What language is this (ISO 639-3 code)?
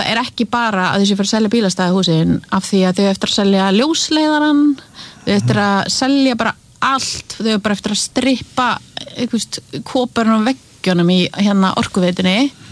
isl